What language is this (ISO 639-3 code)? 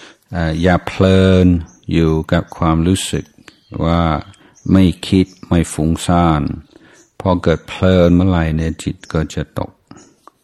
tha